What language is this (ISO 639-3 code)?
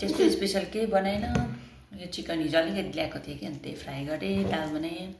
nep